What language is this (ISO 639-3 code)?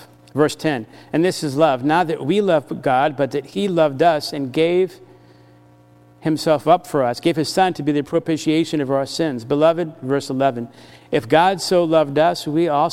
eng